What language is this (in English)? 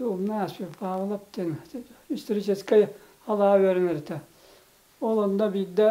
Yakut